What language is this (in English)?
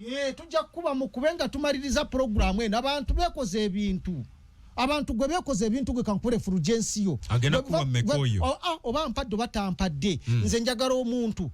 Ganda